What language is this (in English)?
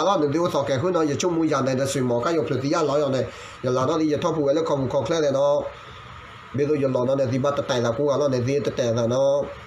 S'gaw Karen